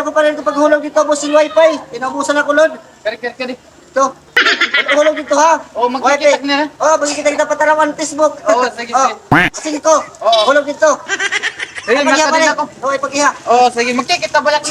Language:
Waray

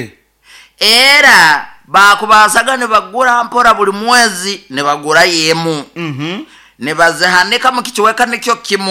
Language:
Nyoro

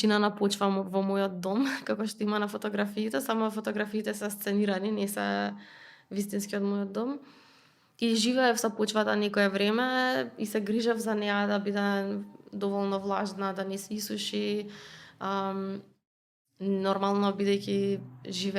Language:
Macedonian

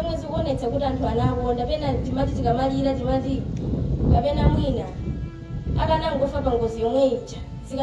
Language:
Nyanja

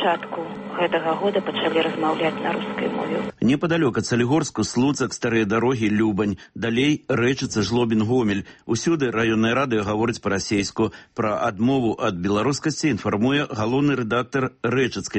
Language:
Belarusian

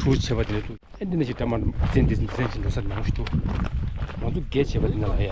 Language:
Tibetan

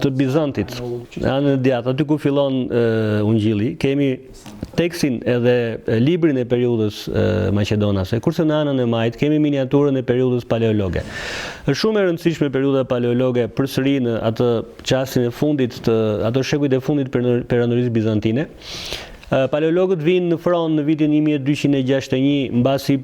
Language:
Albanian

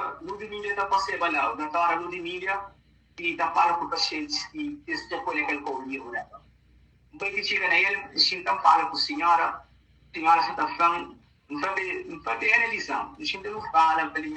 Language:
Kabuverdianu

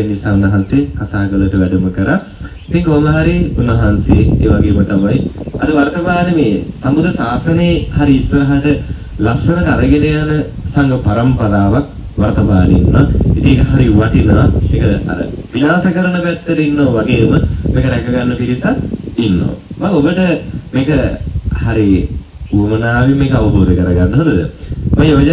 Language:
Sinhala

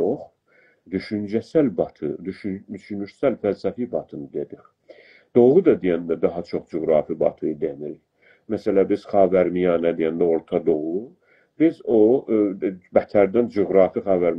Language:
South Azerbaijani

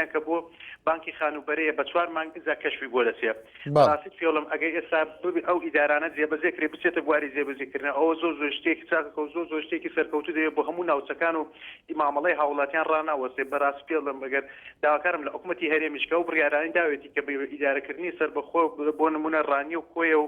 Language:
Central Kurdish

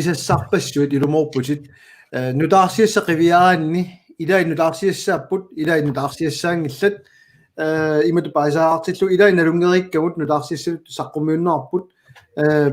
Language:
Kalaallisut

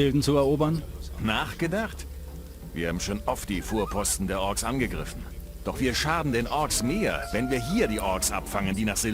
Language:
Bavarian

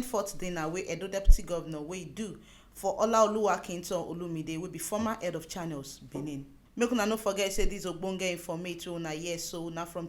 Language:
Nigerian Pidgin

